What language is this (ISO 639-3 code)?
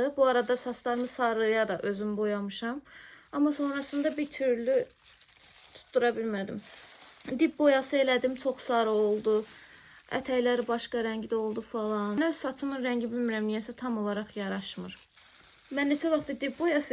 aze